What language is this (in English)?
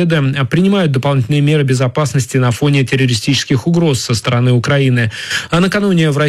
Russian